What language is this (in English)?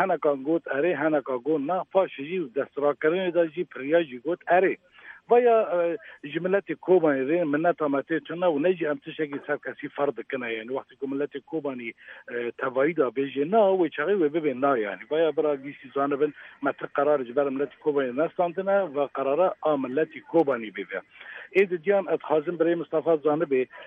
Kurdish